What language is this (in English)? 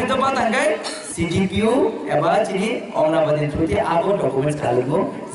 Kok Borok